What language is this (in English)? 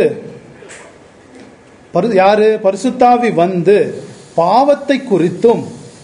Tamil